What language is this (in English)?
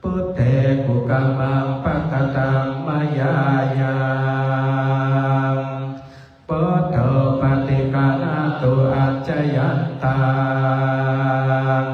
Pali